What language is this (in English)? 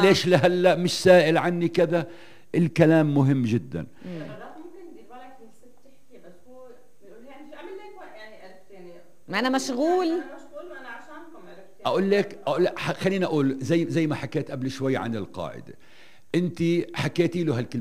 North Levantine Arabic